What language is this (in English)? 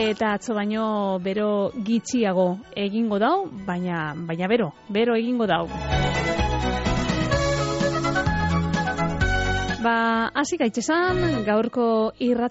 Basque